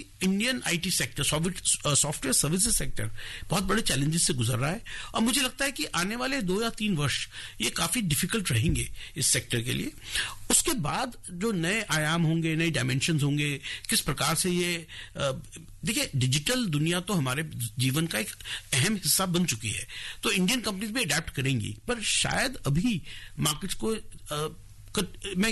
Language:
Hindi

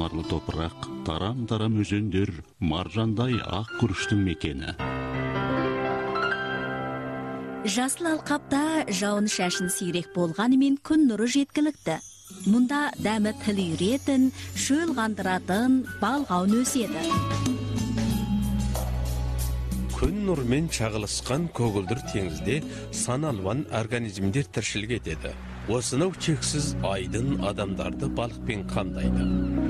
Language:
Kazakh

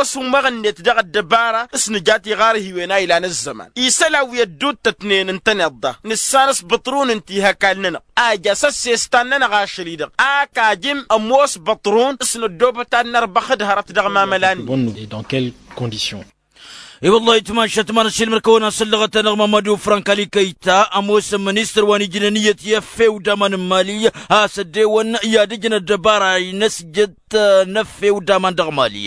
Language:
Tamasheq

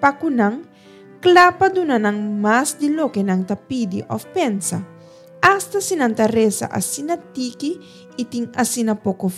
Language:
Papiamento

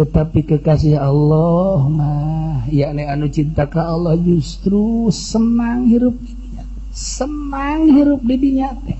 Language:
Sundanese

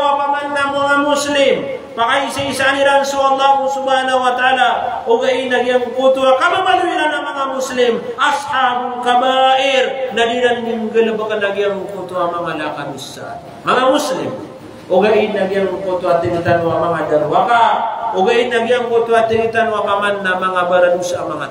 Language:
Maranao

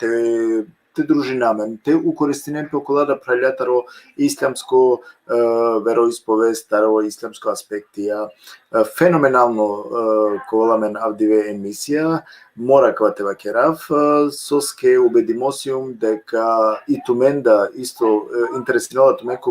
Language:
Balkan Romani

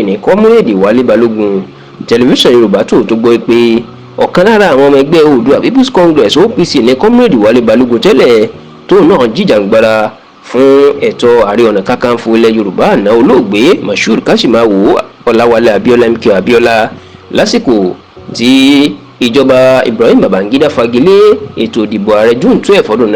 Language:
Yoruba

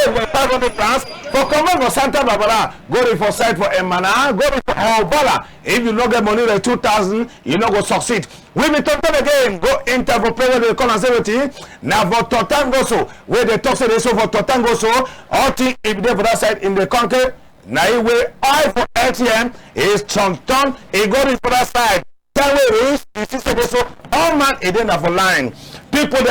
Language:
Cameroon Pidgin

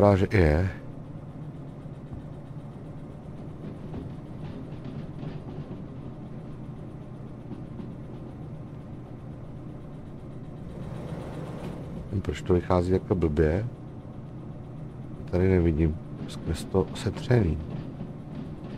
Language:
Czech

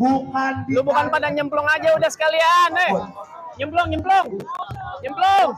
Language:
Betawi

